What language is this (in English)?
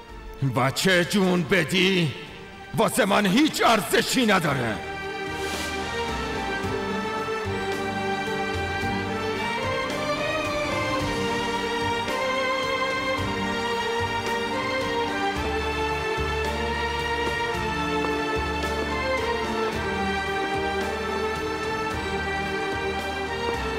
Persian